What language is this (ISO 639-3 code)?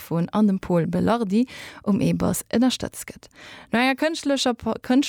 ltz